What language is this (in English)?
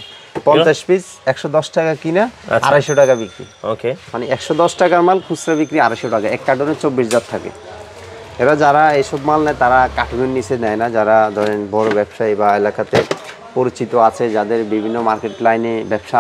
Bangla